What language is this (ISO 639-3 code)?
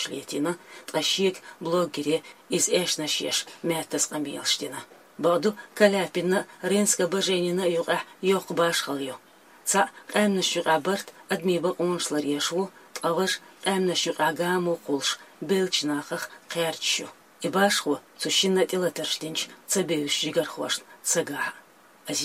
che